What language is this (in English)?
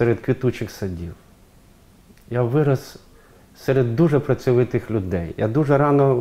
Ukrainian